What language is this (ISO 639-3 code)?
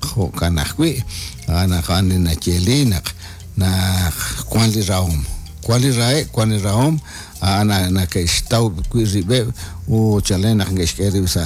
kek